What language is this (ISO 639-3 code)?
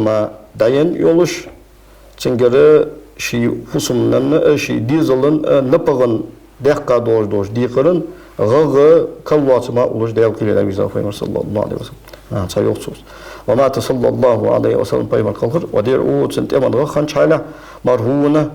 inh